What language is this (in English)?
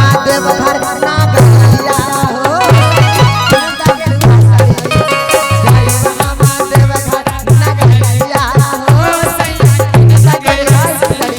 Magahi